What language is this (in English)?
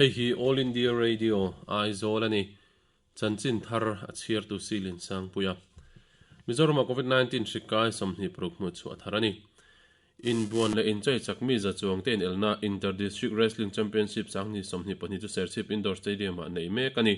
Mizo